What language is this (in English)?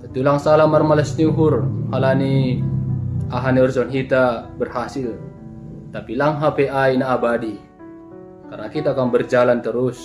Batak Simalungun